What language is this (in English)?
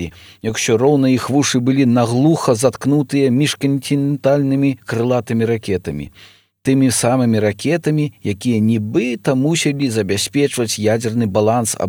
Belarusian